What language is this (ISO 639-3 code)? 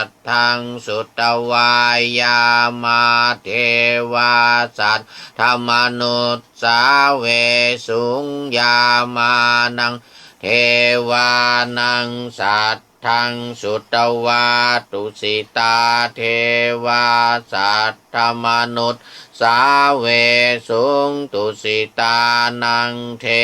pli